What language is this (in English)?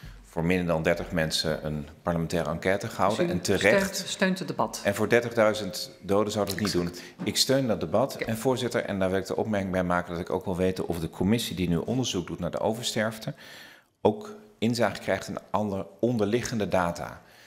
Dutch